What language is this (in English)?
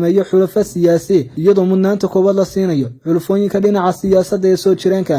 Somali